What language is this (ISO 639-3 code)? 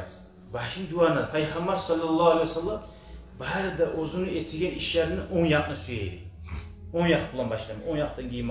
kum